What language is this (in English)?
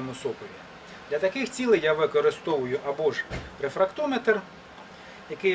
Ukrainian